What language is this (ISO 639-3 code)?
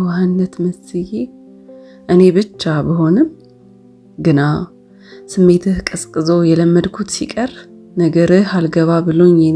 amh